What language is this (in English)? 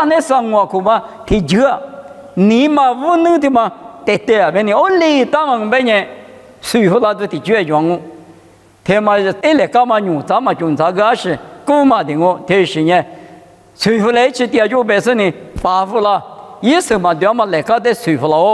Lisu